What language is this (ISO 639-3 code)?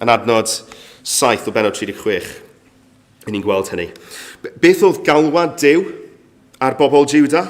cym